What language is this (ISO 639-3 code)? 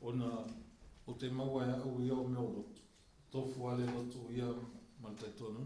smo